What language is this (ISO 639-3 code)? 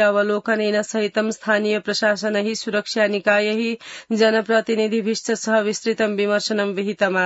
san